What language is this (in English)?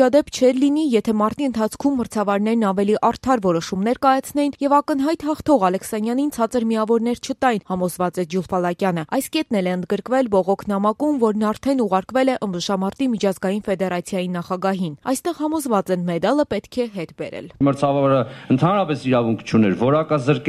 Armenian